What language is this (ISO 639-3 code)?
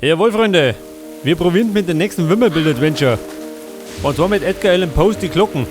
bar